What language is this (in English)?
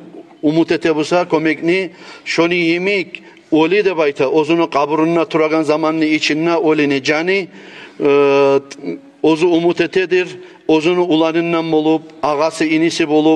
Kumyk